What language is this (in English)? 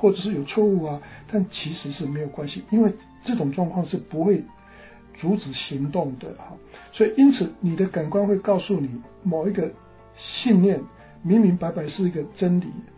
Chinese